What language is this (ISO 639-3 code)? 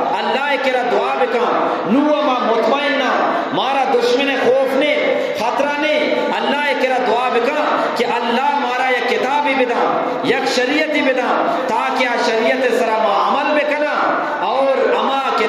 bgp